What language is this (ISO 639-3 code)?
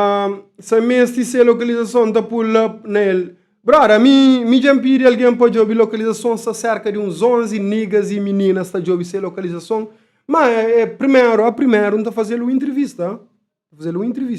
kea